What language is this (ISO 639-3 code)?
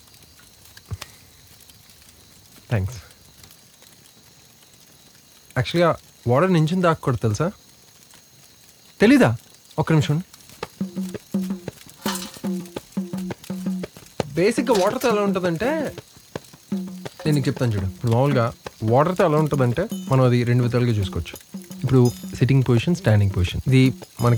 tel